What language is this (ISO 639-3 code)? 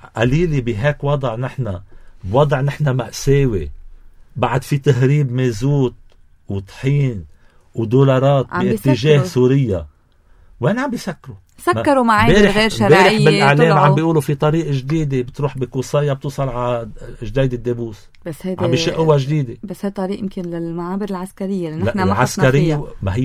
apc